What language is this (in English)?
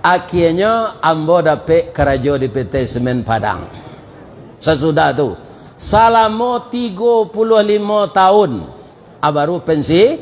Minangkabau